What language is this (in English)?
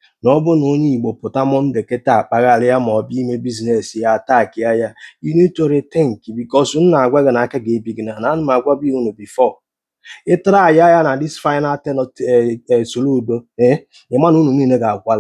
Igbo